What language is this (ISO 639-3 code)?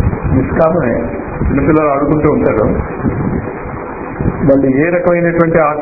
tel